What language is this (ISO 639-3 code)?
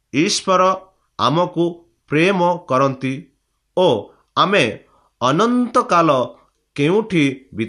ori